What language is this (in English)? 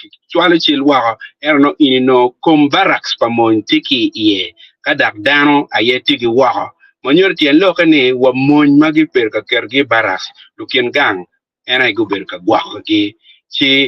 Acoli